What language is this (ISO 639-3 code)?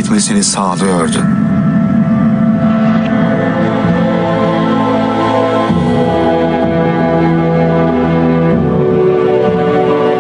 tur